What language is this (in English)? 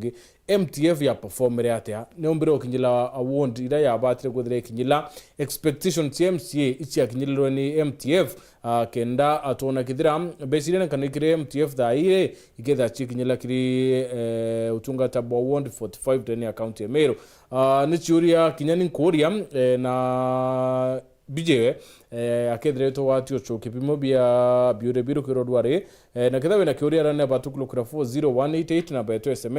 Meru